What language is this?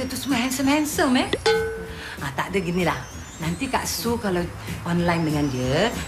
Malay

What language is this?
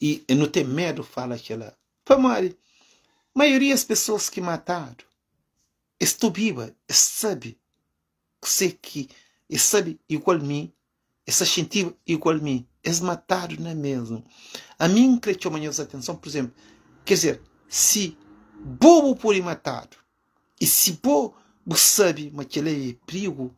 Kabuverdianu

